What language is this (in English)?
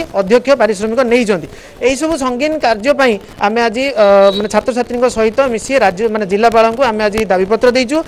Odia